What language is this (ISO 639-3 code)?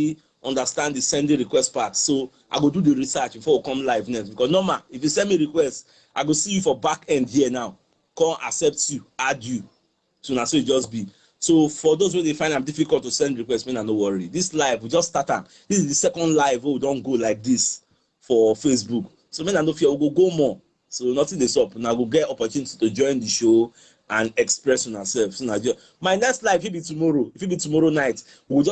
pcm